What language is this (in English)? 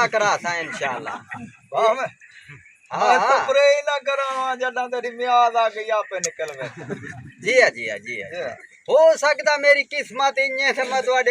Saraiki